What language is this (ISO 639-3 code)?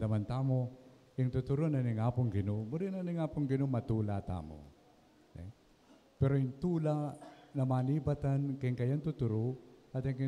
pam